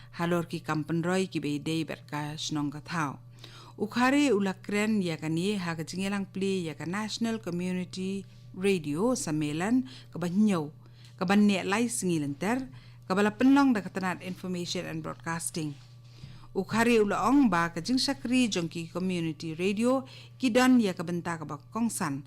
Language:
Khasi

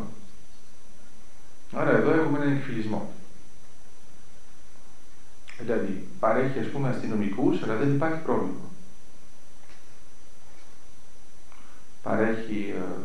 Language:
Greek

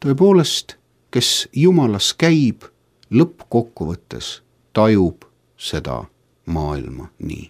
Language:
Estonian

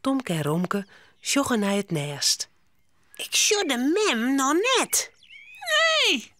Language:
Western Frisian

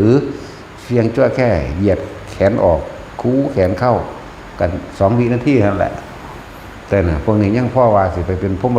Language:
Northeastern Thai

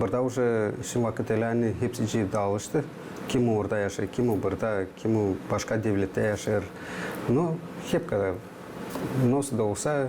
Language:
Gagauz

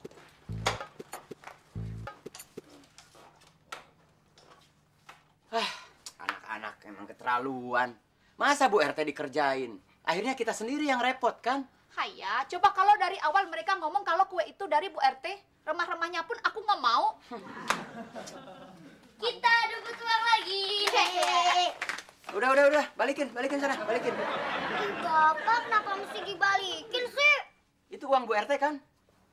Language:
Indonesian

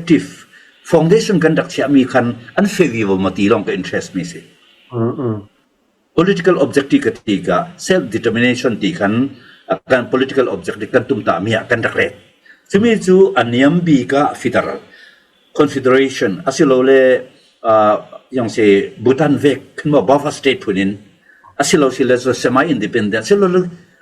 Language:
Falam Chin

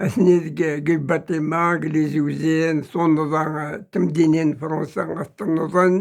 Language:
Kabyle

